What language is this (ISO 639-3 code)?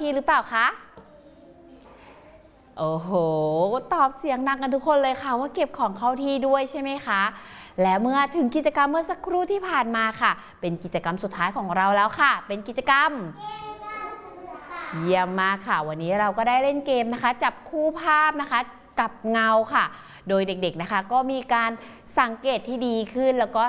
tha